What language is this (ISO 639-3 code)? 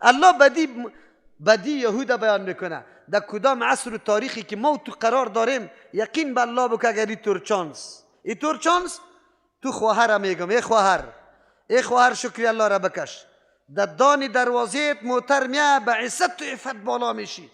fas